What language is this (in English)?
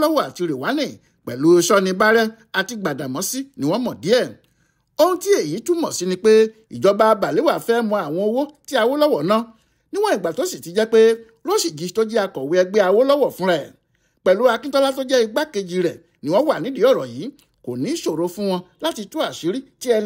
Yoruba